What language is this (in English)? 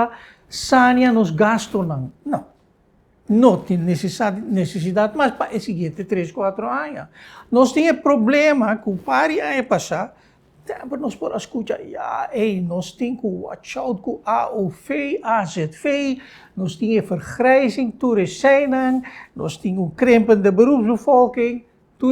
Papiamento